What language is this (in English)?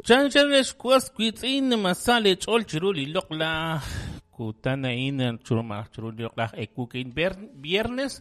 Kekchí